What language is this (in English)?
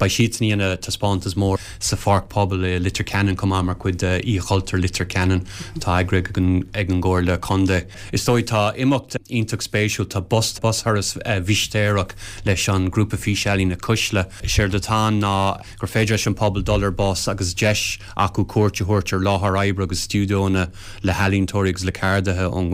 Irish